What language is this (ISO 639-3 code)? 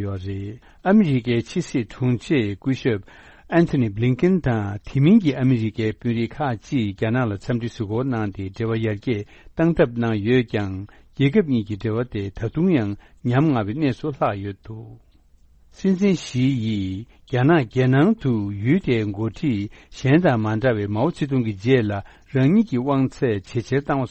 bod